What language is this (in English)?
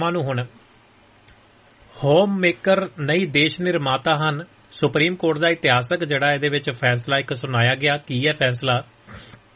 Punjabi